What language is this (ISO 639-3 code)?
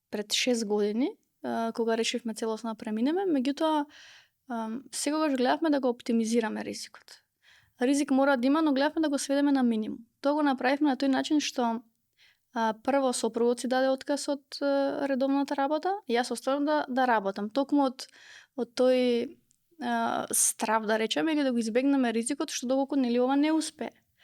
mkd